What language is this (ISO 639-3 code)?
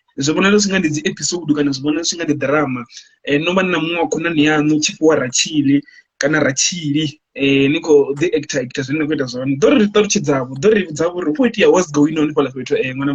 ven